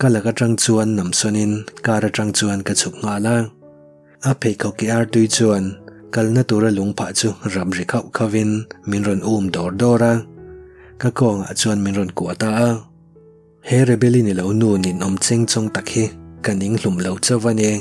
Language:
Mizo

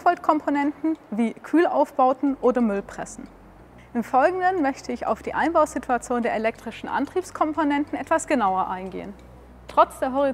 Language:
German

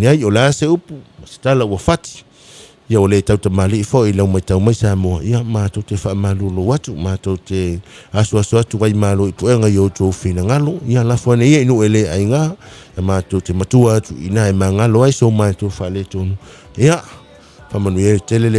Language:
Samoan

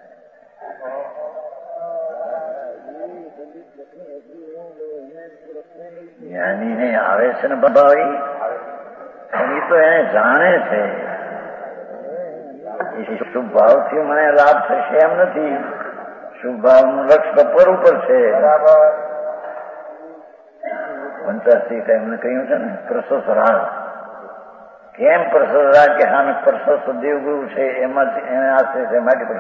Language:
Gujarati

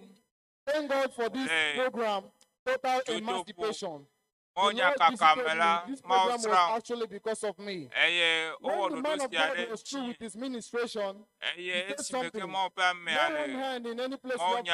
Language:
Ewe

